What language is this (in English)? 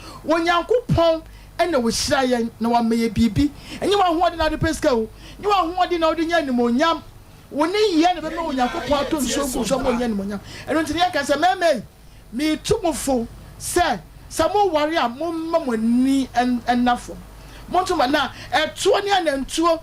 Akan